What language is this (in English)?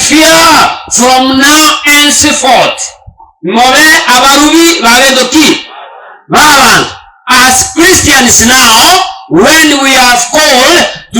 Gusii